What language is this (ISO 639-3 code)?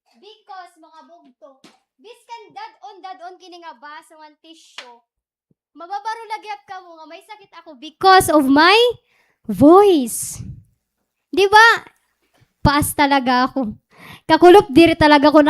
war